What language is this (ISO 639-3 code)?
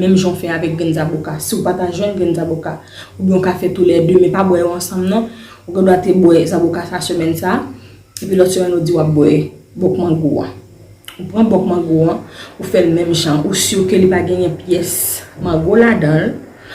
hat